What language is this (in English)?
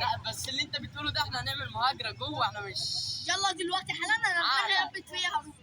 Egyptian Arabic